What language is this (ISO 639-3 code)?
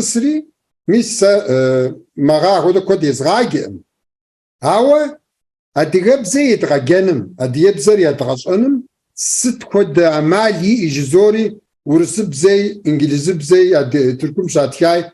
kbd